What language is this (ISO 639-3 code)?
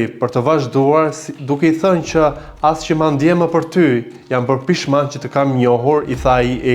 sqi